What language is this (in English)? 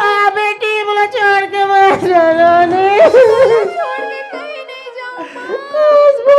Chhattisgarhi